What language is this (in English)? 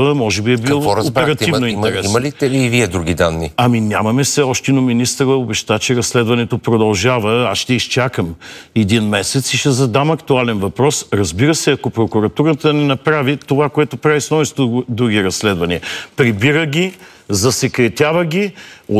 Bulgarian